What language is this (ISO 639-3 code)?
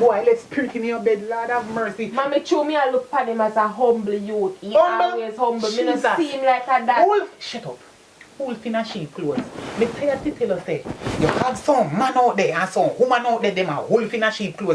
jam